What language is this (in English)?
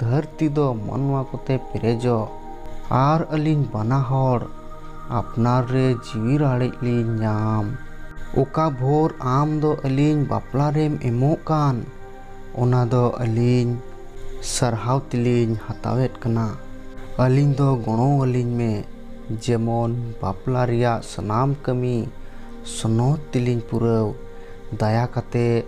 Santali